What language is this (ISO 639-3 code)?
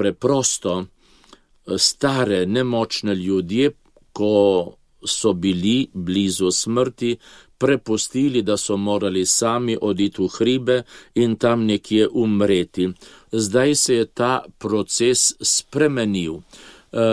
slv